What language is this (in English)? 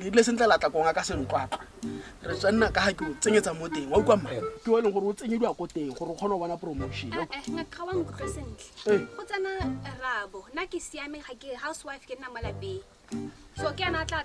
Tswana